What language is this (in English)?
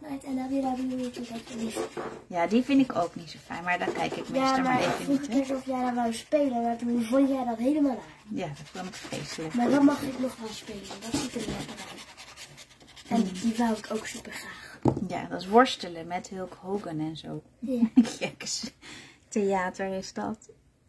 Dutch